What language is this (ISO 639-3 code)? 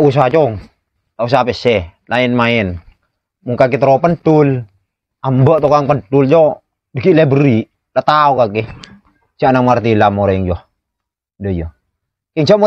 mad